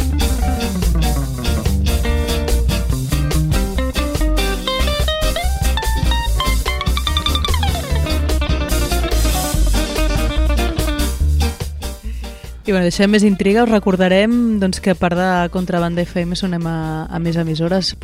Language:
Catalan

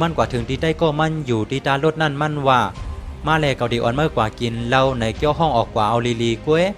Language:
Shan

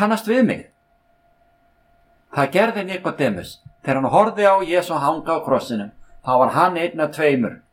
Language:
Icelandic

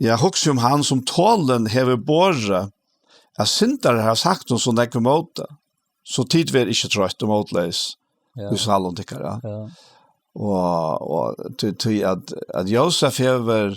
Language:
Faroese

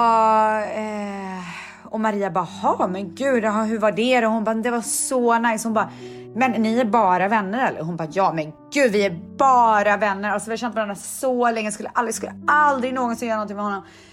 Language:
Swedish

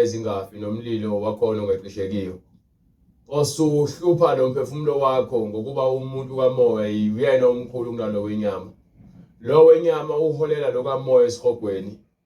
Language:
Zulu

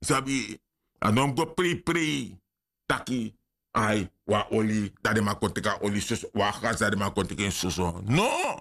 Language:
Sranan Tongo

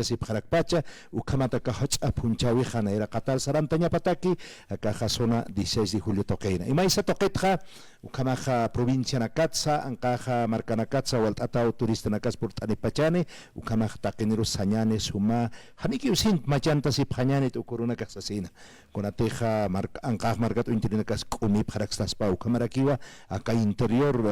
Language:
Aymara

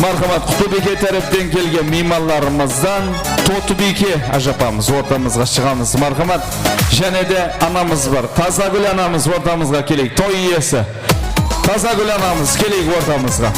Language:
Kara-Kalpak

